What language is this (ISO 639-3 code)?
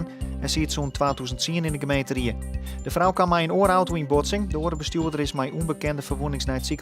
fry